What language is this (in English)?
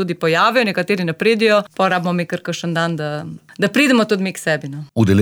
Slovenian